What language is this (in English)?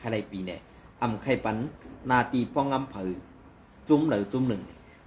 Shan